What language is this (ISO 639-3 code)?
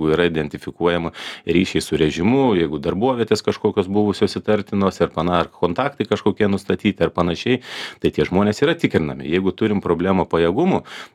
lit